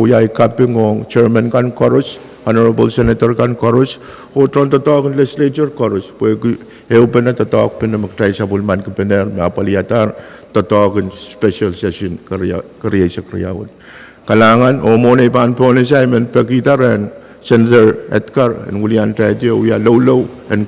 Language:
Pohnpeian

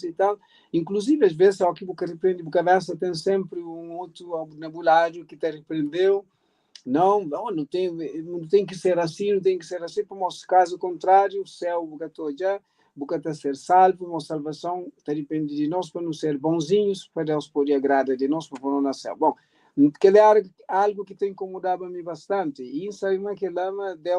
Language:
Kabuverdianu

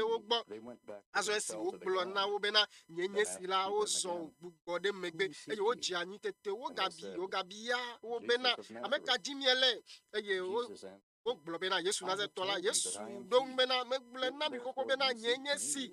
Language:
Ewe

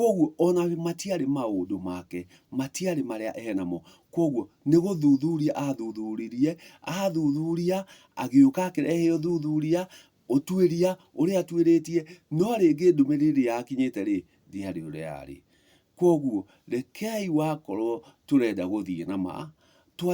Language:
Kikuyu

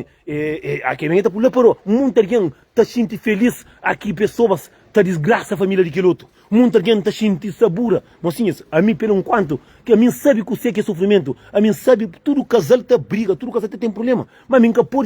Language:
Kabuverdianu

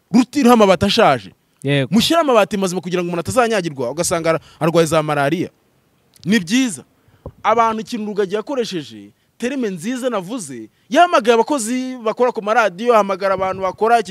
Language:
Kinyarwanda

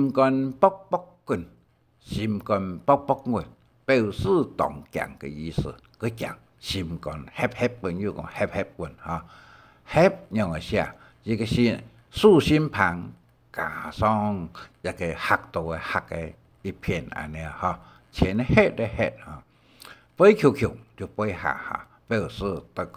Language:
Hakka Chinese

